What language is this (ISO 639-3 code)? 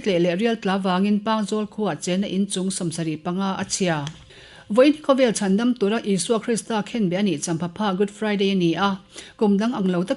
lus